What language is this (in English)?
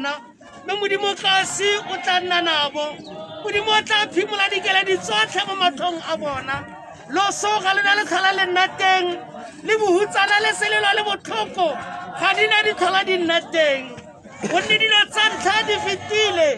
Tswana